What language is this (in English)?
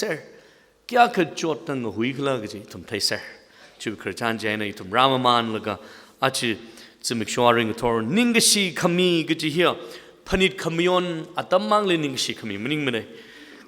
Tangkhul Naga (India)